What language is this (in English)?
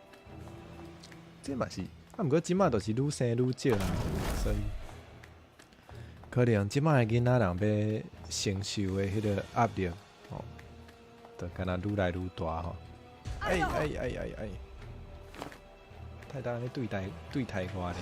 Min Nan Chinese